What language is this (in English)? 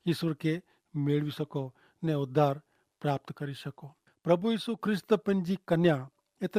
Kachhi